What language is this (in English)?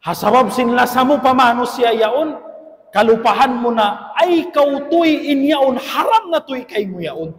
Tausug